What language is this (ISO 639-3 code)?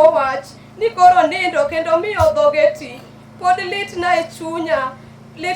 luo